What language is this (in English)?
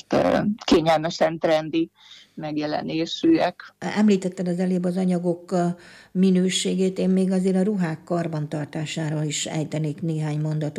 Hungarian